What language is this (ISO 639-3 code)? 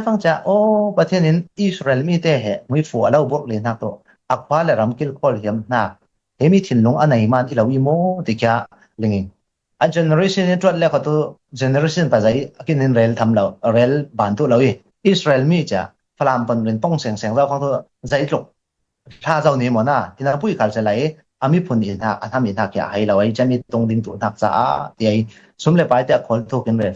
cfm